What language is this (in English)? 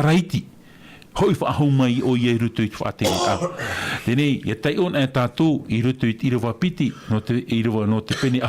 Tahitian